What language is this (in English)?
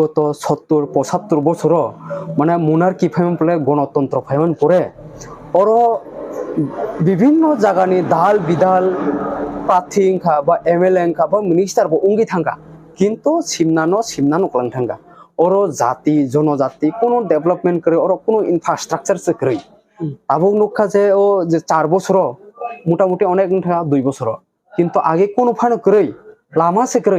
Kok Borok